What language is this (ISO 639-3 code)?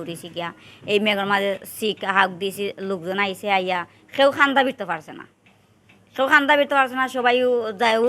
syl